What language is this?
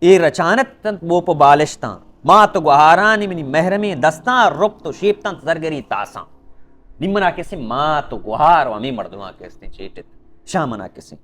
Baluchi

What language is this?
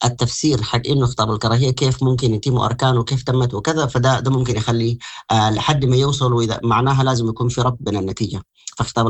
Sudanese Arabic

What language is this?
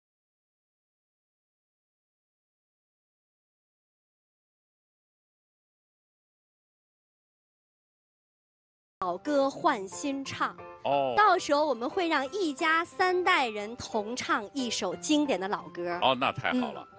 Chinese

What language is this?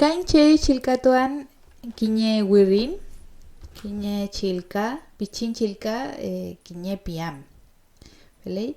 Mapuche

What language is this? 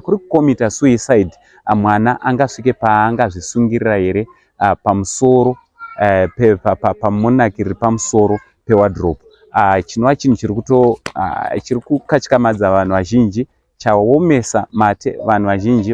Shona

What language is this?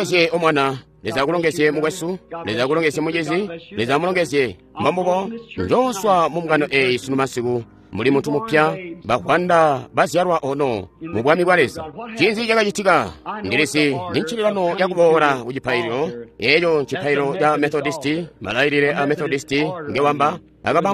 Tonga (Zambia)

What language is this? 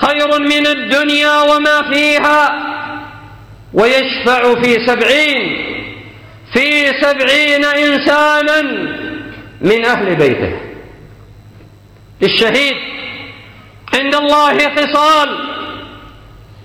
Arabic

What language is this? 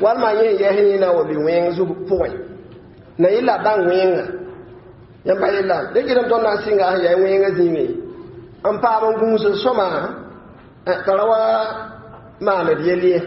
Mossi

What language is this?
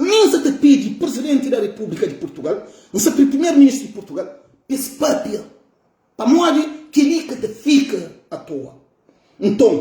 Kabuverdianu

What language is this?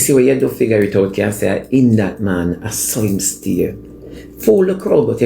Jamaican Creole English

